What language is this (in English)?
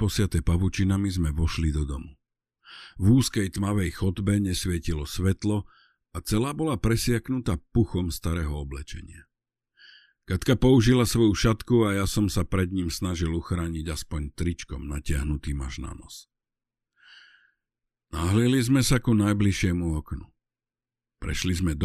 Slovak